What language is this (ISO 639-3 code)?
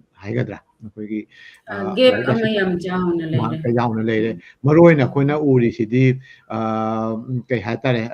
mni